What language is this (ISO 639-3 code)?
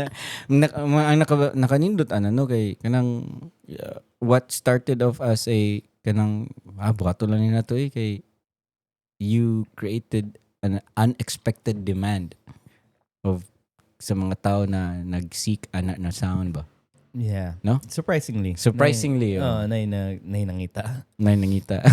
ceb